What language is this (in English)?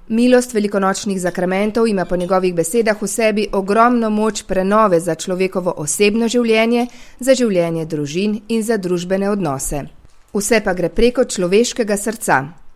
Slovenian